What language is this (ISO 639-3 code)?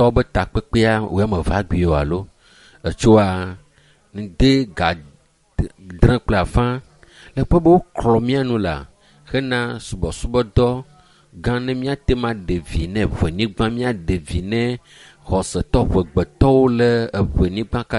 ewe